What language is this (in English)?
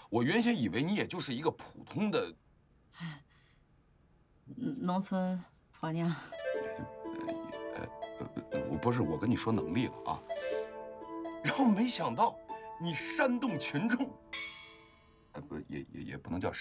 Chinese